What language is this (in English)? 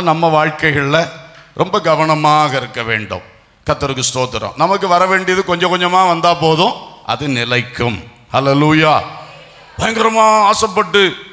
Tamil